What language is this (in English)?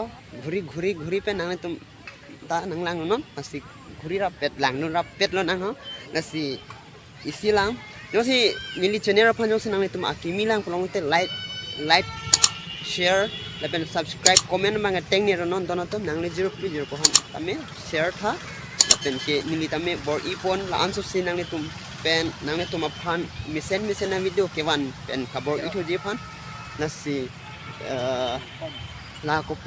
Karbi